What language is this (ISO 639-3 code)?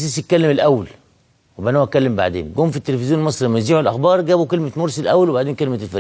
arz